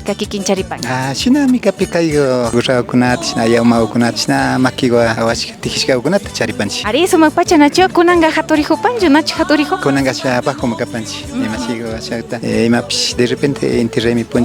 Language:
Imbabura Highland Quichua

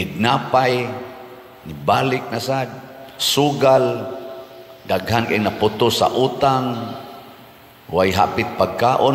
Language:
Cebuano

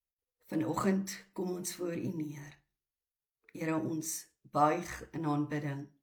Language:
Afrikaans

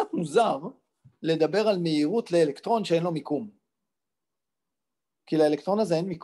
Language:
Hebrew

